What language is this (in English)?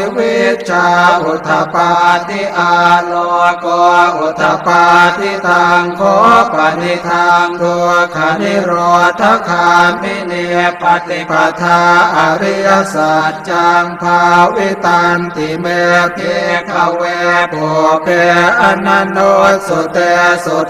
Pali